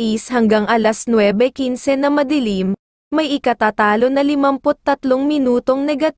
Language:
Filipino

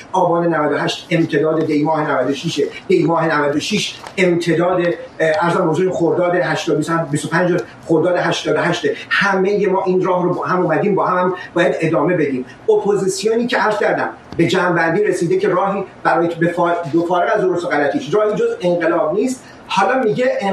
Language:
Persian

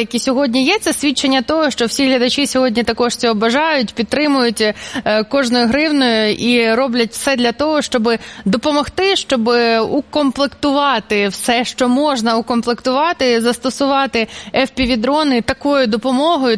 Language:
Ukrainian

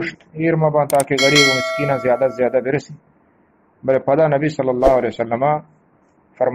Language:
Eastern Balochi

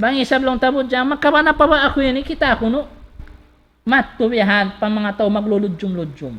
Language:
Tausug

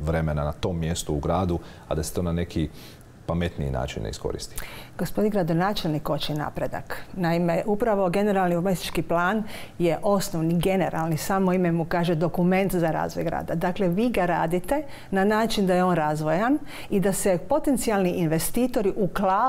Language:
Croatian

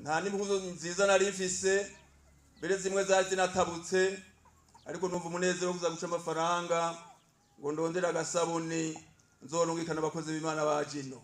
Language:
Rundi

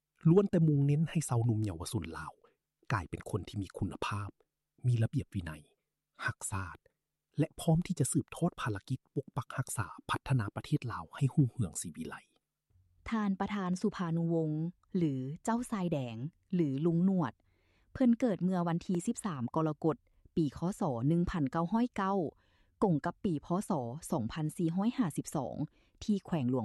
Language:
Lao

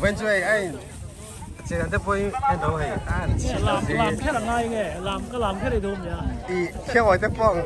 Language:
Mizo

